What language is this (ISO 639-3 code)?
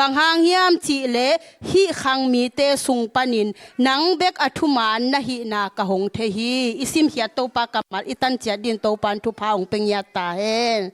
ctd